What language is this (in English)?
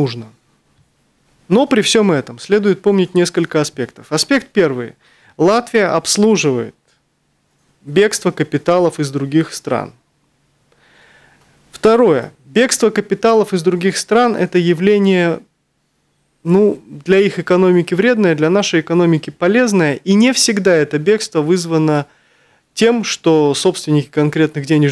Russian